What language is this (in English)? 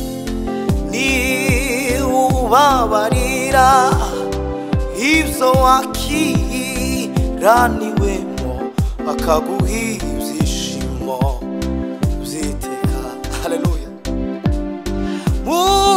Kinyarwanda